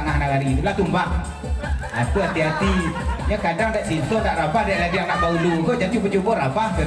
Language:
Minangkabau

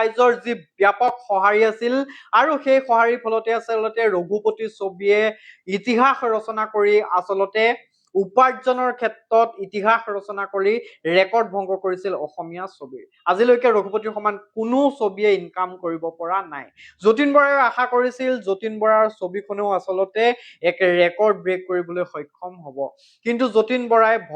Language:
Assamese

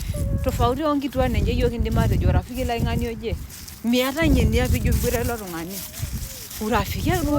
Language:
Masai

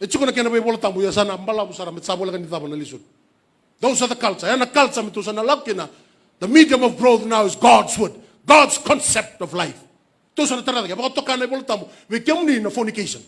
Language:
Fijian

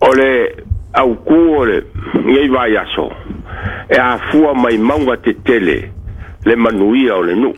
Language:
Samoan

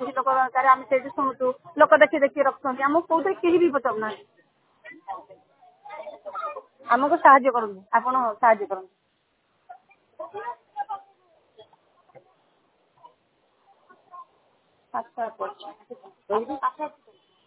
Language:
Odia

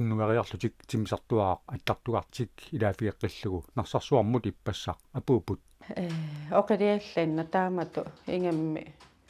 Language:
Kalaallisut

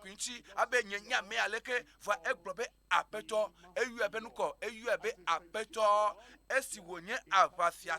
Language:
Ewe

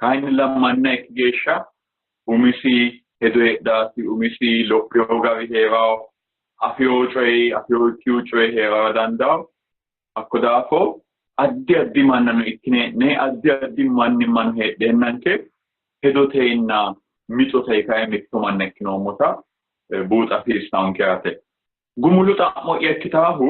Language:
Sidamo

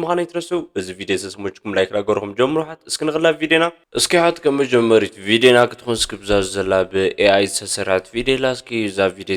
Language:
Tigrinya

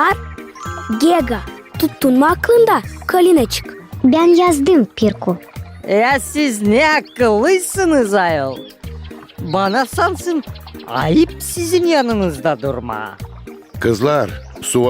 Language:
Gagauz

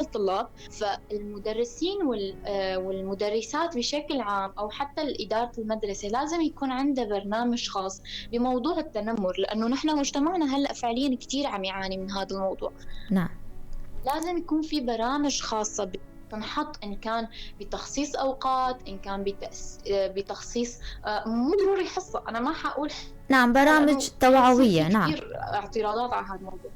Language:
North Levantine Arabic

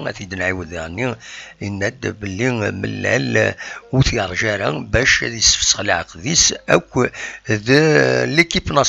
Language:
Kabyle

